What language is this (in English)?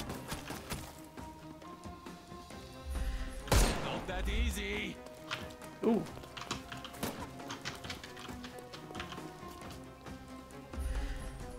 Hungarian